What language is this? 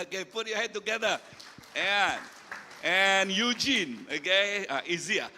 Iban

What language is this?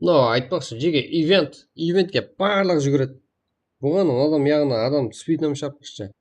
Kara-Kalpak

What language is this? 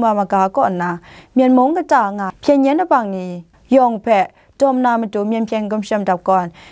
Kachin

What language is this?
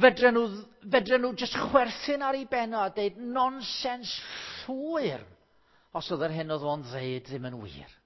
Welsh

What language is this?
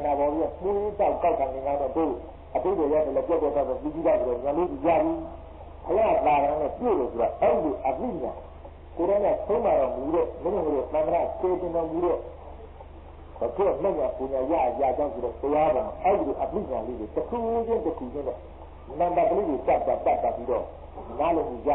Burmese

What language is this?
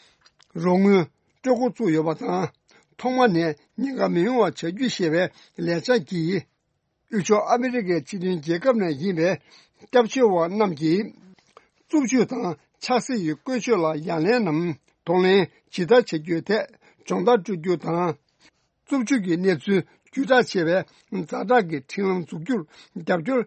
Tibetan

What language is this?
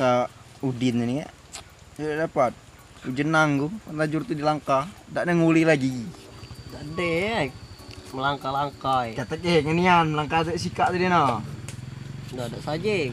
Musi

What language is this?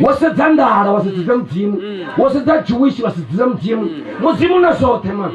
Venda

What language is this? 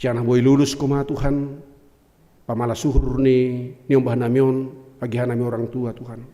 Batak Simalungun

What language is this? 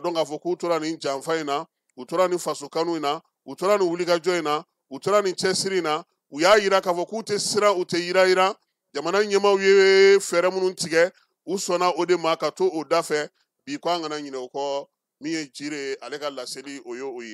Bambara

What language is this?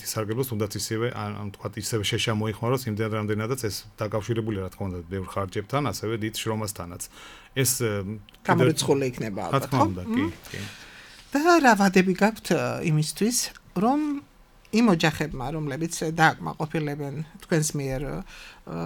Georgian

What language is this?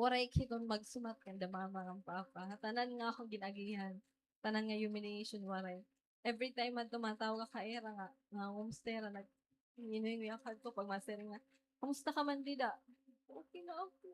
Waray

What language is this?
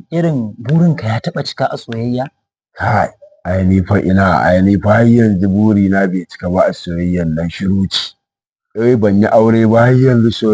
Hausa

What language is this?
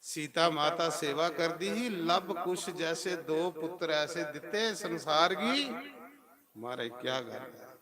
Dogri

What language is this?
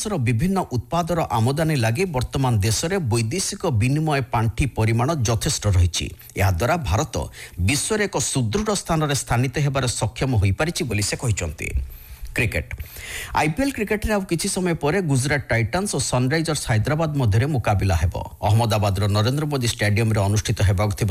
Odia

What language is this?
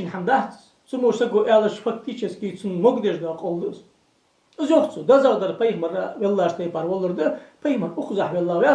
Ingush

